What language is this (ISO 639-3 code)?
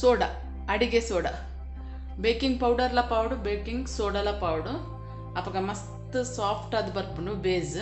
tcy